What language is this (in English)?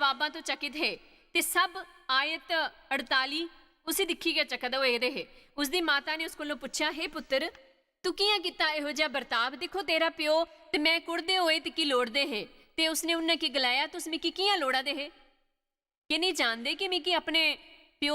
Dogri